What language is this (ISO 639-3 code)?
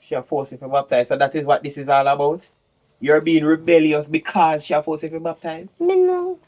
jam